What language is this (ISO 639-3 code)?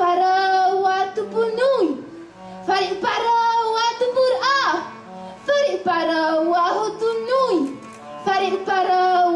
tah